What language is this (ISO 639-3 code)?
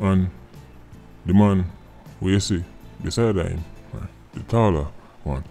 jam